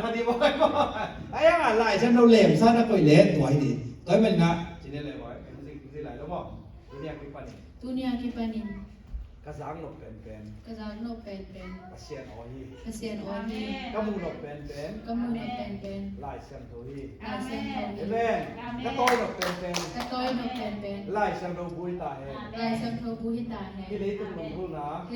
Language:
Tedim Chin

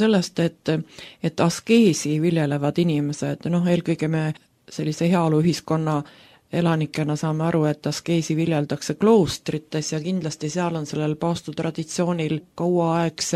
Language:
Estonian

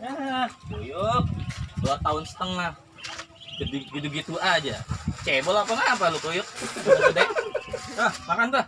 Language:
Betawi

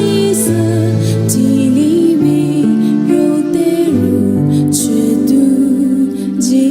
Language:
Lisu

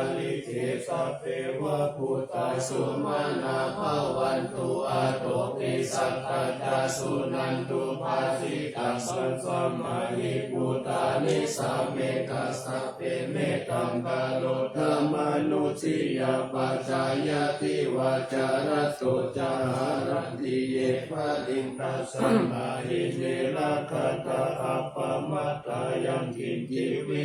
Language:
Pali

